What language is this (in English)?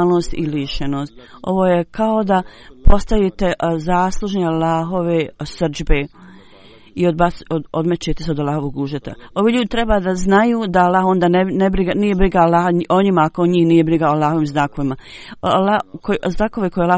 Bosnian